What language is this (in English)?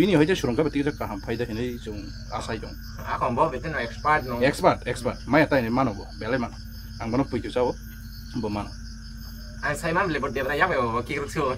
Kok Borok